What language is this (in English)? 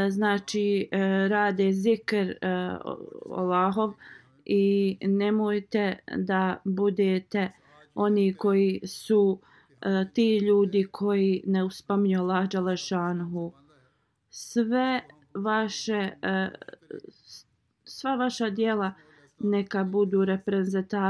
Bosnian